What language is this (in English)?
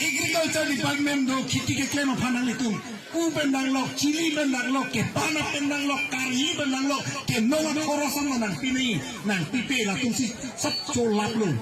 Karbi